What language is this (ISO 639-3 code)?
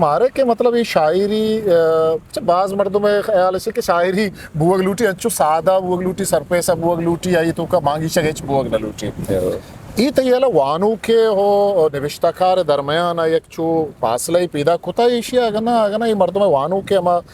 bgp